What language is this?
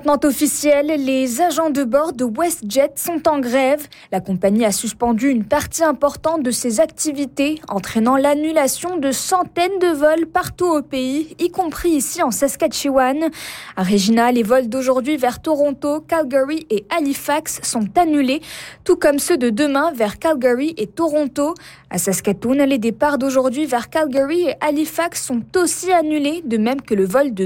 French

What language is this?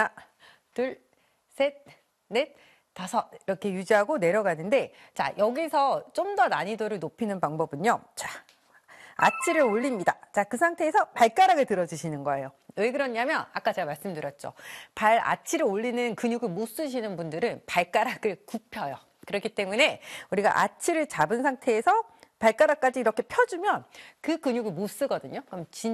Korean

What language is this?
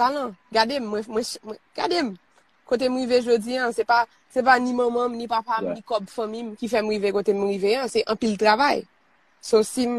Haitian Creole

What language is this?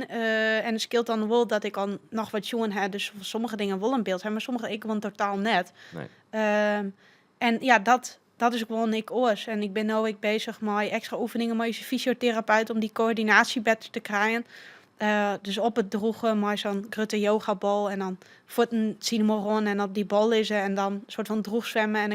Western Frisian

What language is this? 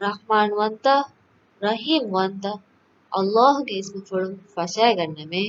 Divehi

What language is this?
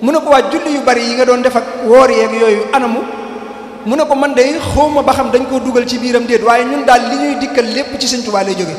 Wolof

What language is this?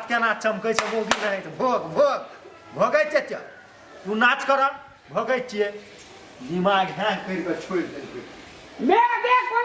Maithili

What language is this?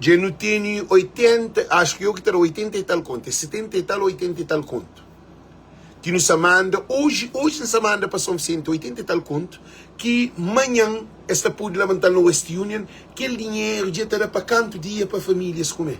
Kabuverdianu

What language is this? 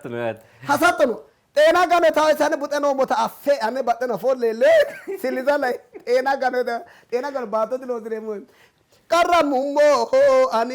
Sidamo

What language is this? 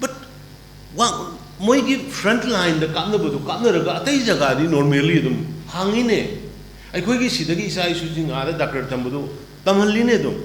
Manipuri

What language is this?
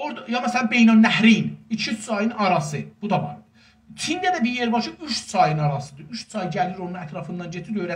South Azerbaijani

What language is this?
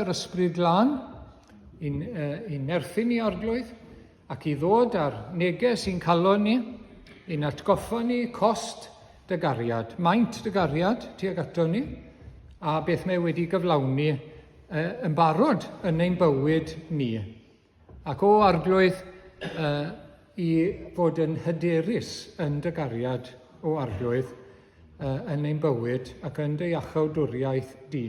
Welsh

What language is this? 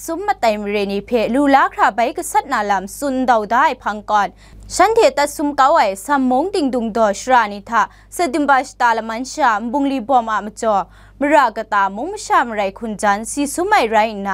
Kachin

